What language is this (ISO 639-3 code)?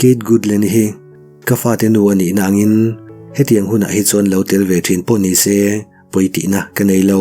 lus